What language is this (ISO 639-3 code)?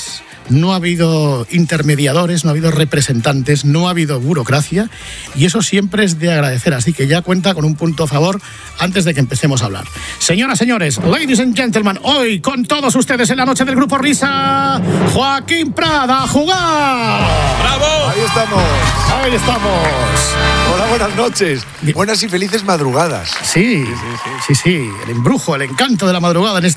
spa